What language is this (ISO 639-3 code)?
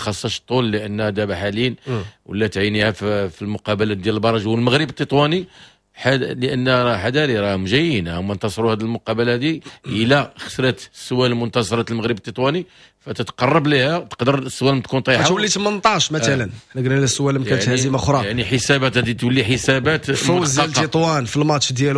ary